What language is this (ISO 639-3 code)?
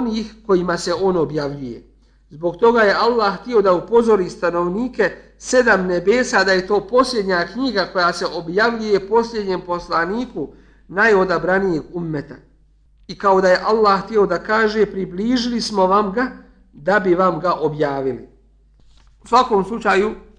bos